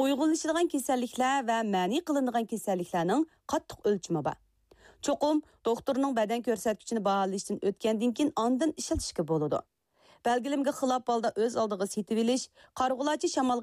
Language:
Uyghur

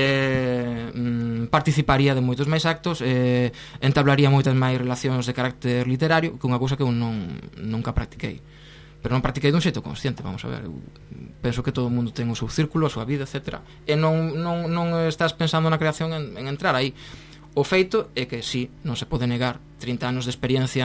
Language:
Galician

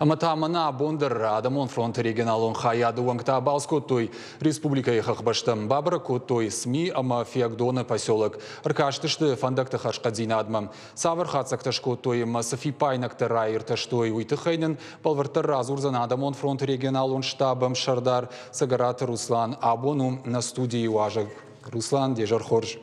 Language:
Ossetic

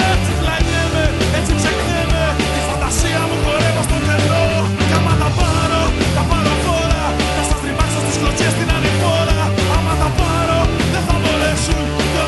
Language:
Greek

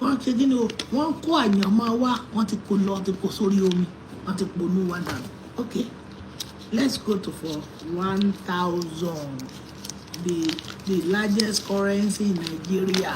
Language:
Yoruba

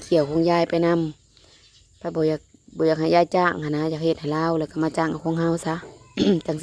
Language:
Northeastern Thai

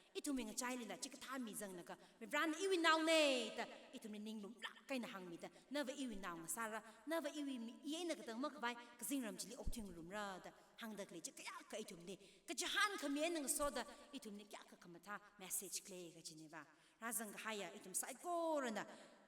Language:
Tangkhul Naga (India)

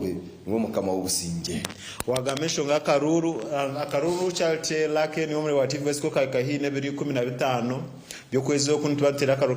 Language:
Nyankole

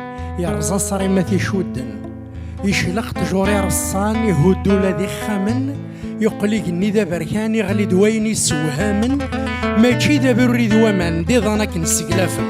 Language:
Kabyle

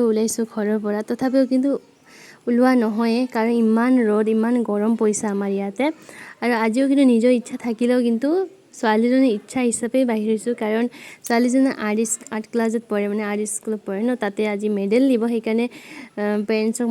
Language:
Assamese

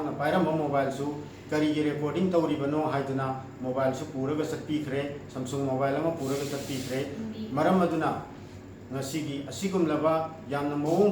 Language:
Manipuri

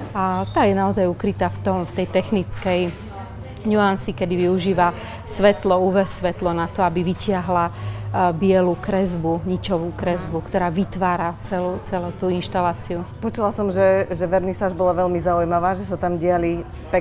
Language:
Slovak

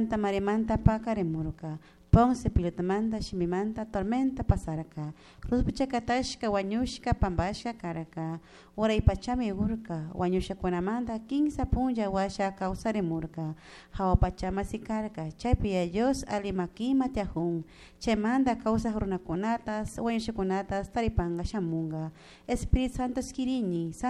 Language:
Chimborazo Highland Quichua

